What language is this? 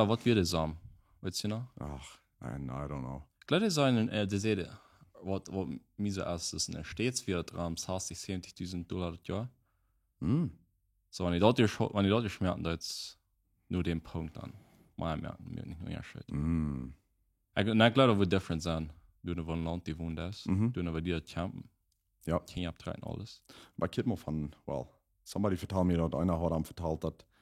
Plautdietsch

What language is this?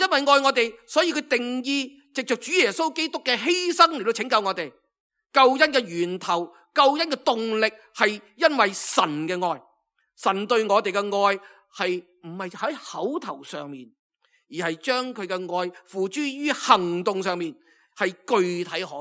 Cantonese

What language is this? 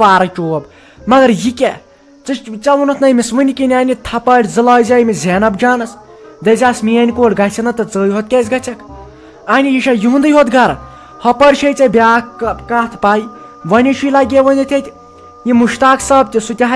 Kashmiri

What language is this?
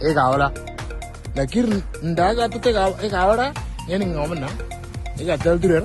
Moro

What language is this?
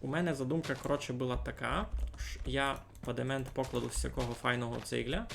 Rusyn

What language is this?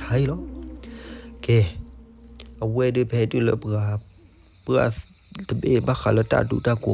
S'gaw Karen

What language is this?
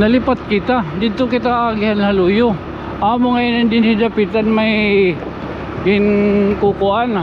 Waray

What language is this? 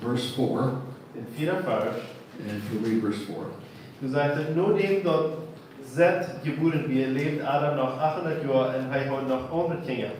Plautdietsch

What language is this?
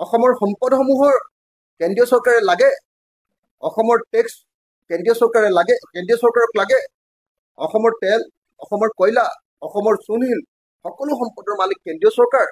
Assamese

